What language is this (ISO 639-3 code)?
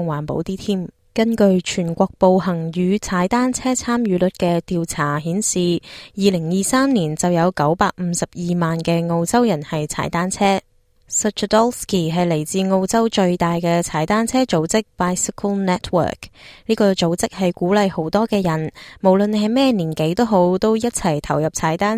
yue